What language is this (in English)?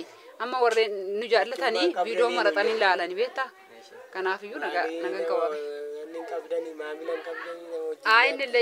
Oromo